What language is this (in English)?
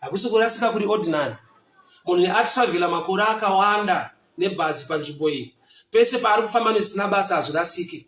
Shona